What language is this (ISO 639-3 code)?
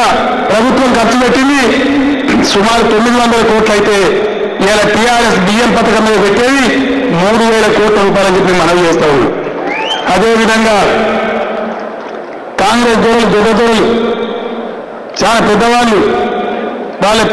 tel